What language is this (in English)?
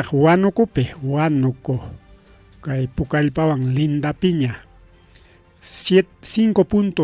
Ayacucho Quechua